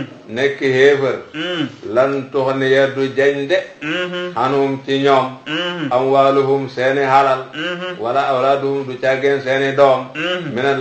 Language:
Wolof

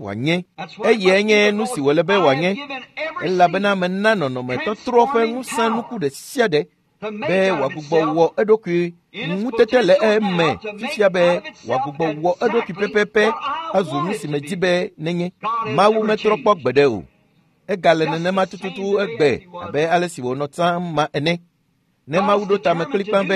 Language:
Ewe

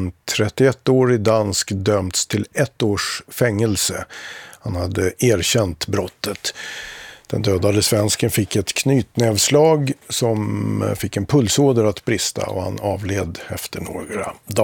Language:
Swedish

